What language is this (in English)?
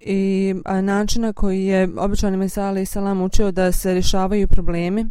Bosnian